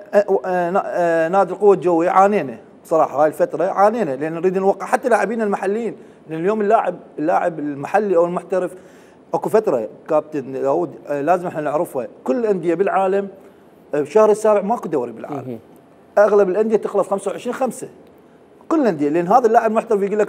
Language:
Mesopotamian Arabic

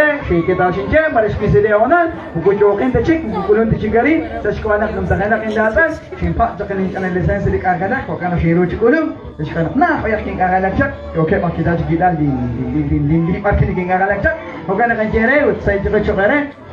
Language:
Kekchí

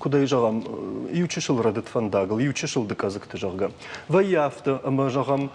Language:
Ossetic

